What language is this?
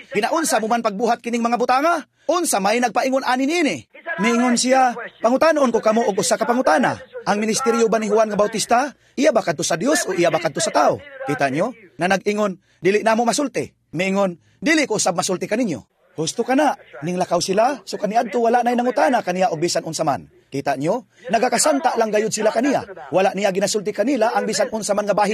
Cebuano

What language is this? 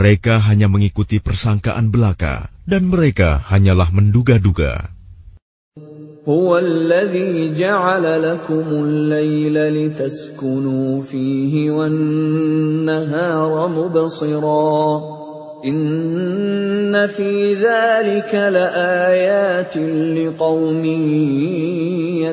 Indonesian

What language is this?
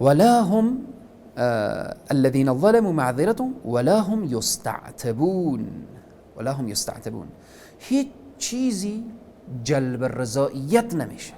Persian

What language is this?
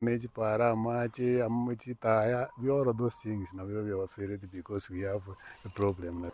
Gusii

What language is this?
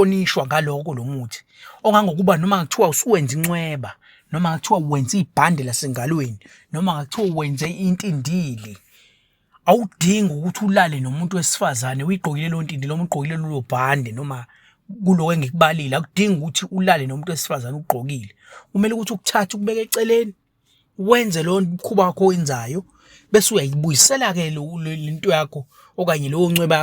Zulu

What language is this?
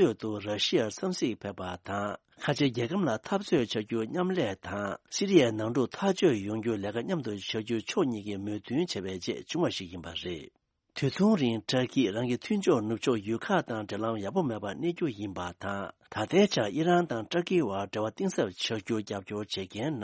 Tibetan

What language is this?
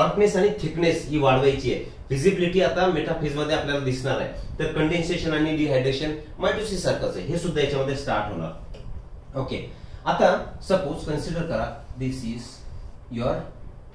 Marathi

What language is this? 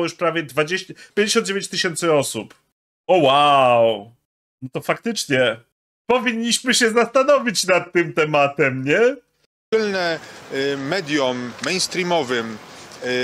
Polish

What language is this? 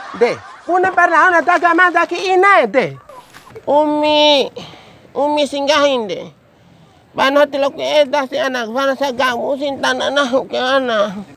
Bima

